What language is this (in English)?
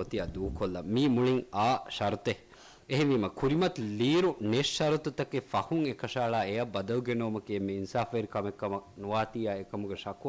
Divehi